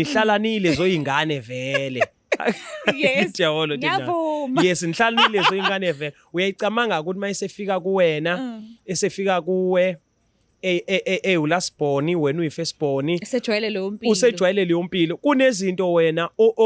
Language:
Zulu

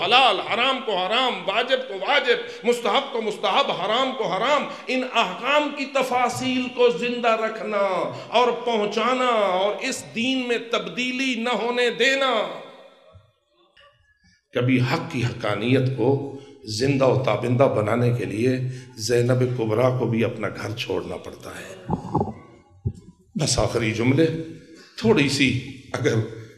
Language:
Urdu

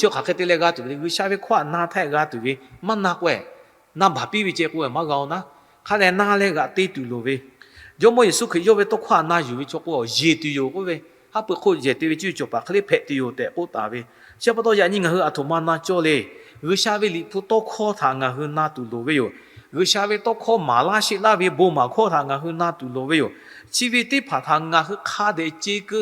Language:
Lahu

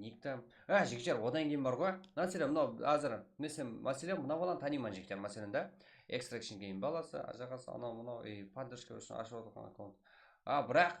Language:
Kara-Kalpak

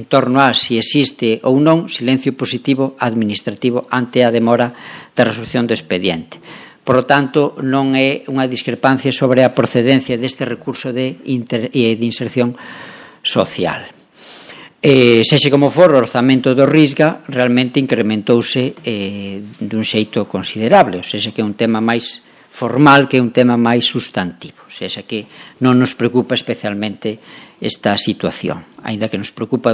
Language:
Galician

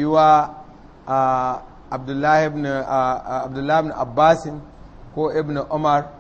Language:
Hausa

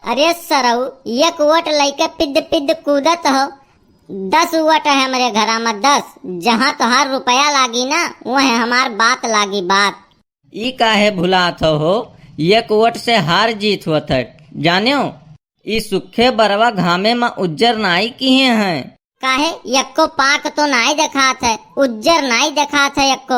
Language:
Awadhi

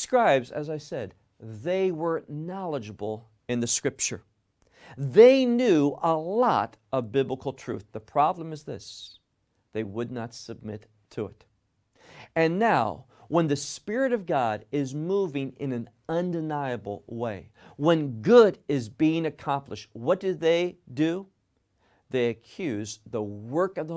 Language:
English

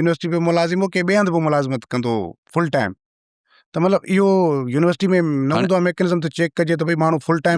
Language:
Sindhi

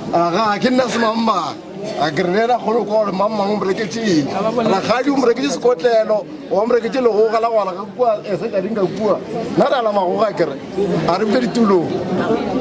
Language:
Northern Sotho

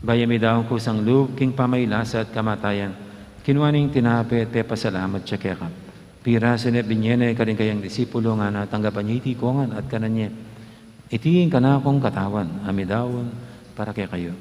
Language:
Pampanga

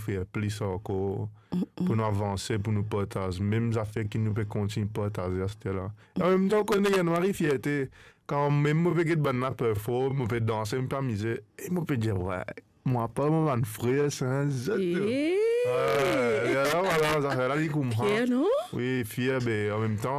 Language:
Morisyen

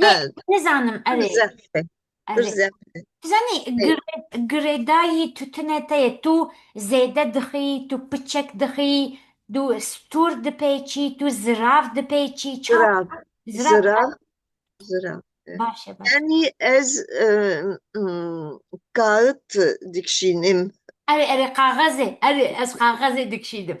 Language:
Kurdish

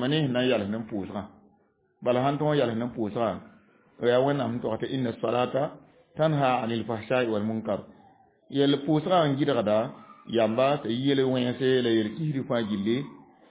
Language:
Mossi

